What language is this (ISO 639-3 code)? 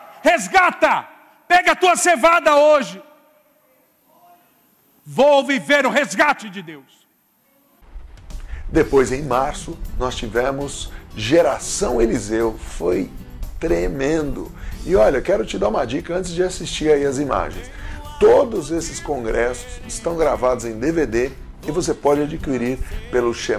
por